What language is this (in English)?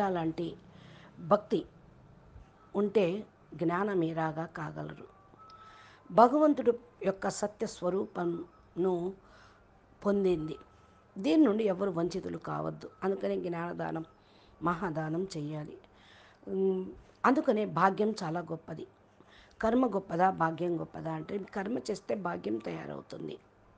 Telugu